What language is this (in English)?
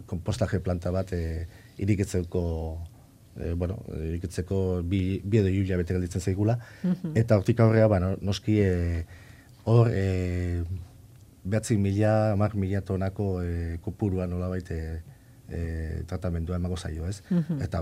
Basque